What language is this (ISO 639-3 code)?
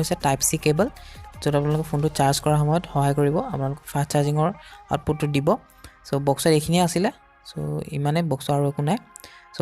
asm